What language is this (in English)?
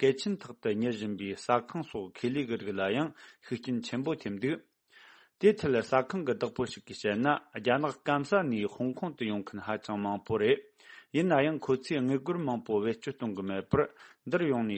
Tibetan